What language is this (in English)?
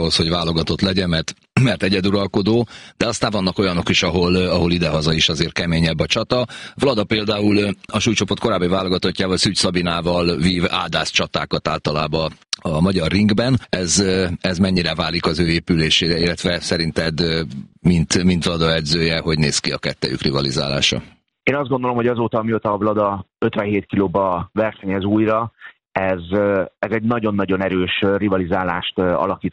Hungarian